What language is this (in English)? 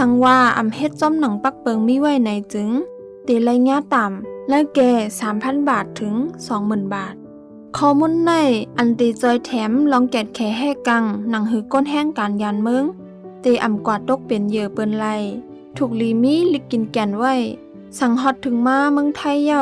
Shan